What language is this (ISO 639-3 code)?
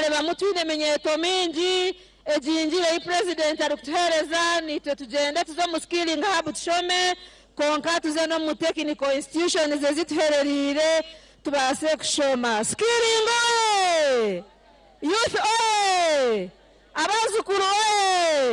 nyn